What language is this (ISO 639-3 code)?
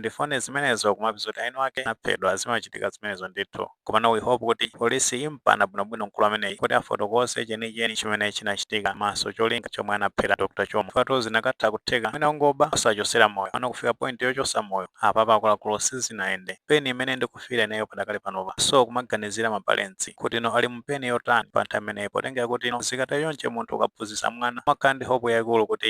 nya